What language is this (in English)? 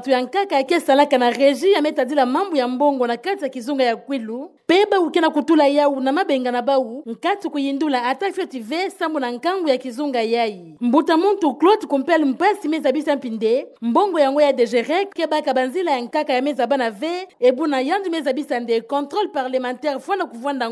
Kituba (Democratic Republic of Congo)